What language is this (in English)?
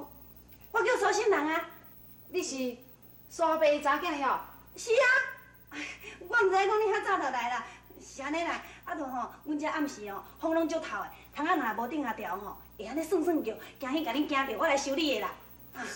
Min Nan Chinese